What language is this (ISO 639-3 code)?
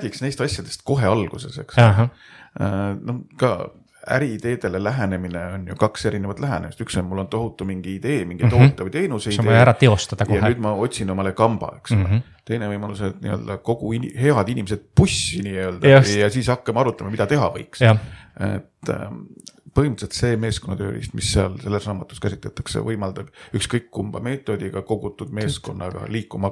est